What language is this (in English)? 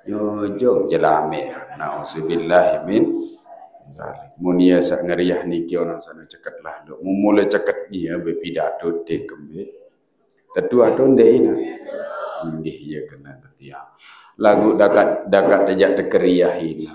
Sasak